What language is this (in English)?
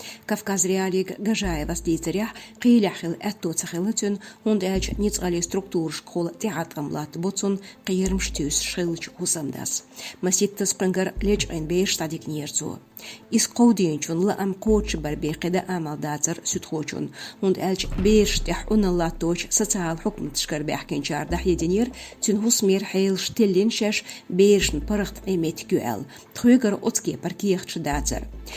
Chechen